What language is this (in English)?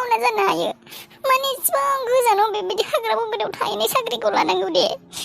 Bodo